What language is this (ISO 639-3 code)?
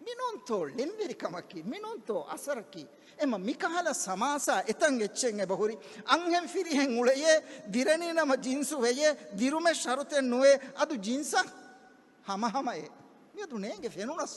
div